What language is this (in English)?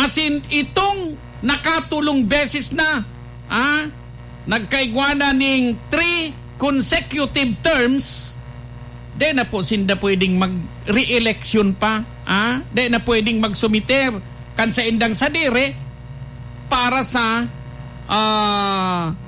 Bikol